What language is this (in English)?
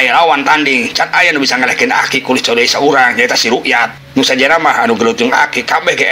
Sundanese